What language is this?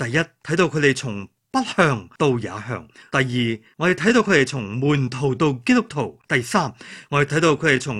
Cantonese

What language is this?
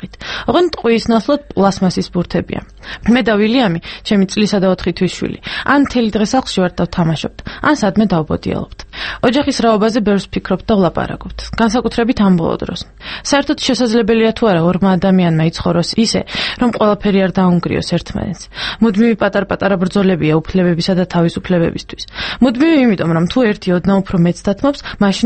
Georgian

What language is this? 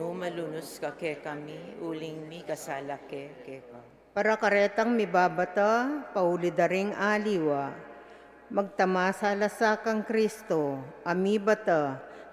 Pampanga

